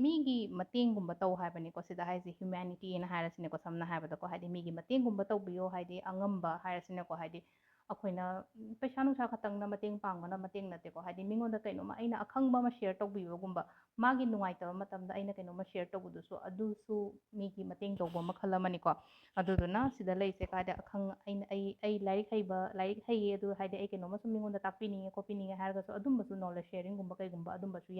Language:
Manipuri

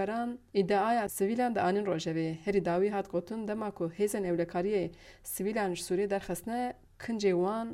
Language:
Kurdish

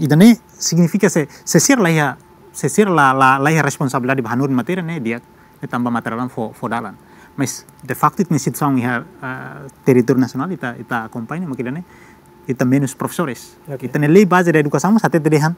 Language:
Tetum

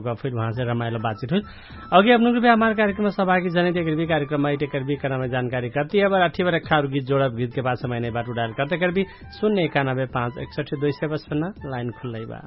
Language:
Dangaura Tharu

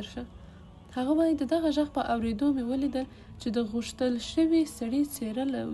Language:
Pashto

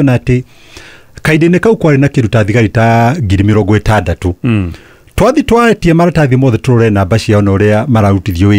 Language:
Kikuyu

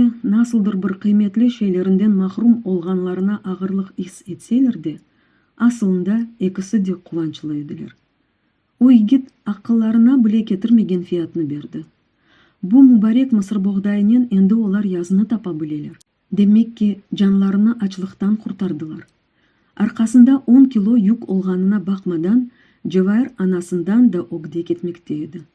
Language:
Crimean Tatar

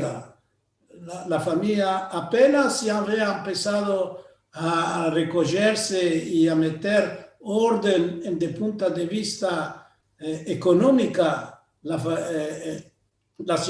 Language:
Ladino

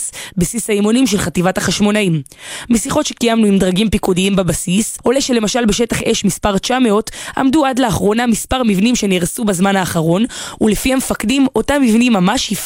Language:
Hebrew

